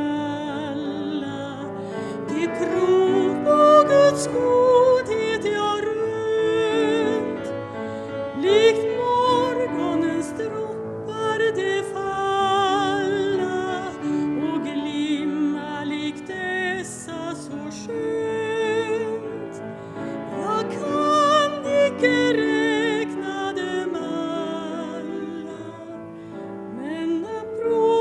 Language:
Swedish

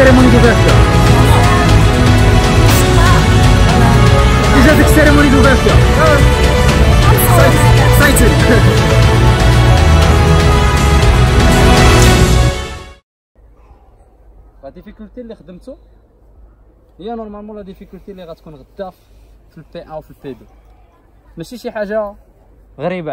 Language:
Moroccan Arabic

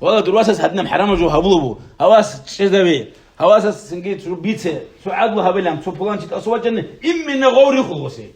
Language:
Avaric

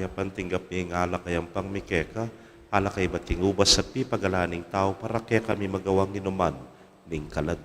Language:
Pampanga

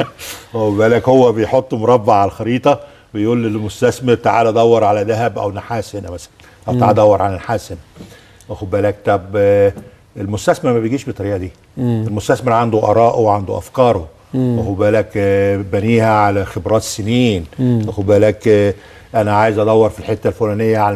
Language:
Egyptian Arabic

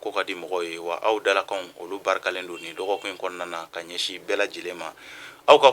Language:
Bambara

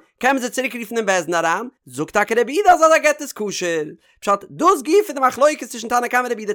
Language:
Yiddish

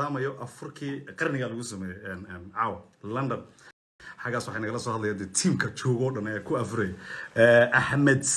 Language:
Somali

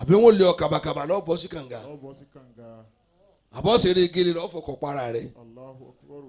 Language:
Yoruba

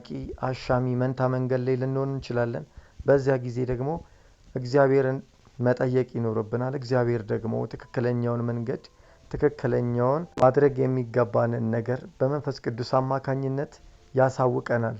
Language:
Amharic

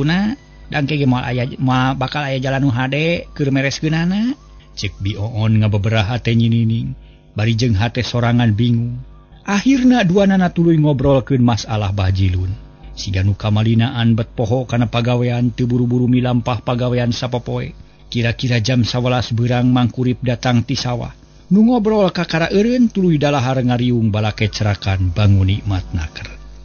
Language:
Sundanese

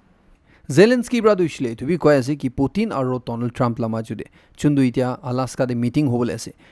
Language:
Naga Pidgin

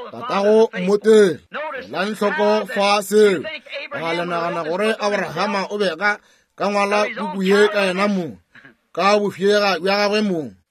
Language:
Northern Sotho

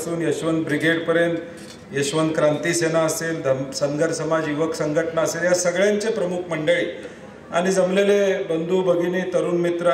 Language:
Marathi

